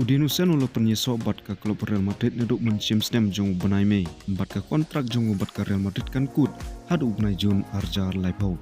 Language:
Khasi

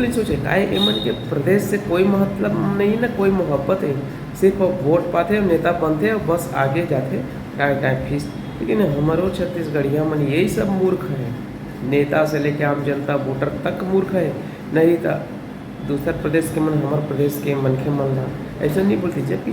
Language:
Chhattisgarhi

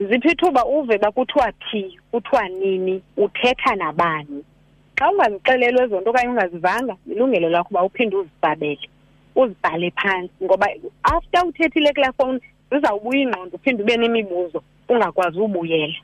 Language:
Xhosa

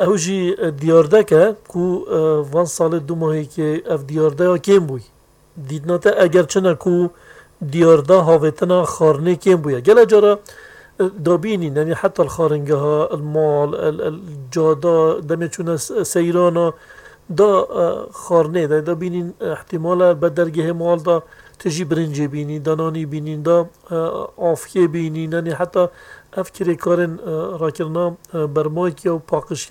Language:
Kurdish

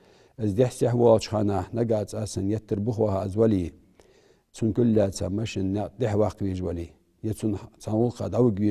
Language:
Ingush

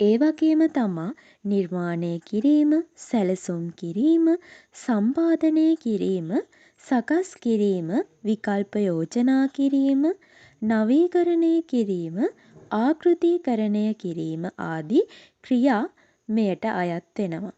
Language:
Sinhala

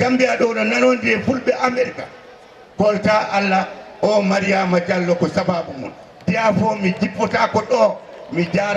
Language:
Fula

